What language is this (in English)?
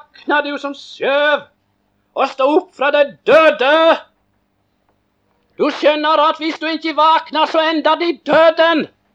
Norwegian